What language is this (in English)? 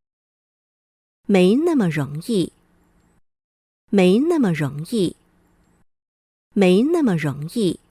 Hakka Chinese